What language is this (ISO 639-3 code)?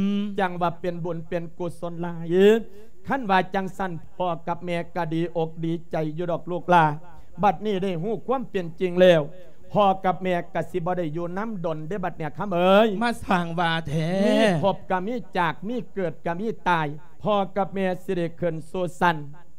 lao